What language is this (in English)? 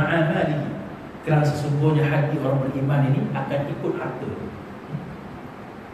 Malay